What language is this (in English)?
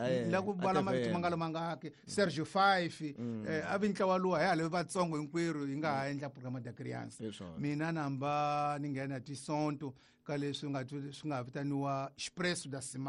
Tsonga